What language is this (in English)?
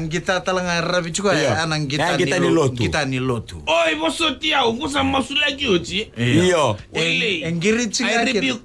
Fijian